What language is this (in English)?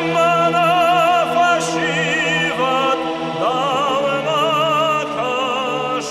Ossetic